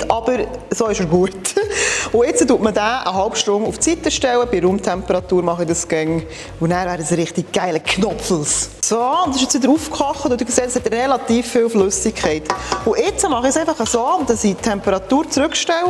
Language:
Swiss German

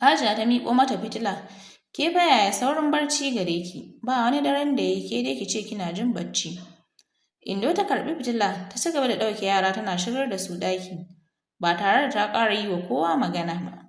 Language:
Hausa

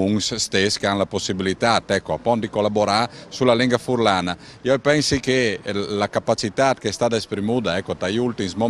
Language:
Friulian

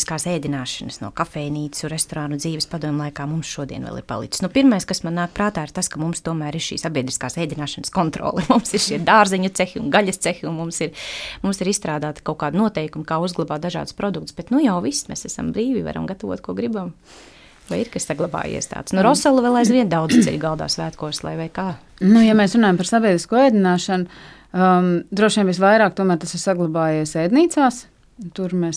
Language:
Latvian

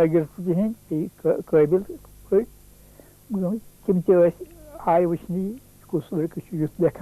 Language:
Kashmiri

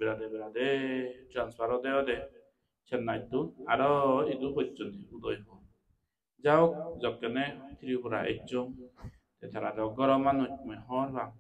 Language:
Chakma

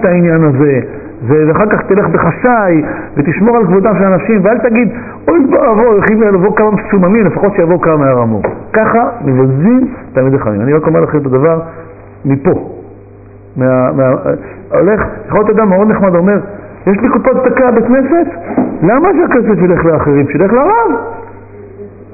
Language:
Hebrew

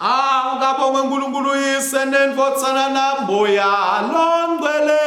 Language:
Swati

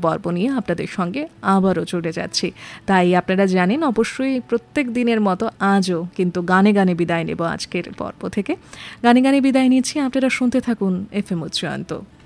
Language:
Bangla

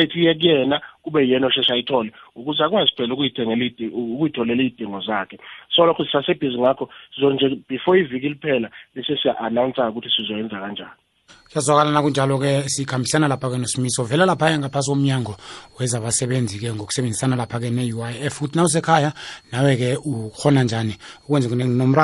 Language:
South Ndebele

